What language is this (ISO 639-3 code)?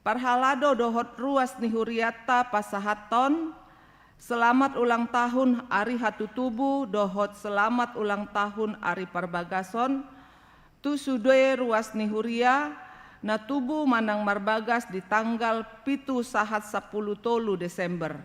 bbc